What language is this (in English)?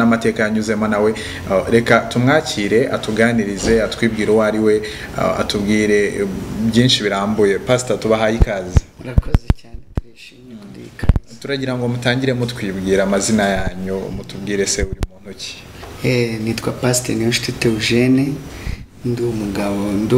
Kinyarwanda